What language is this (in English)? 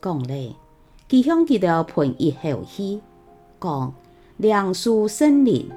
Hakka Chinese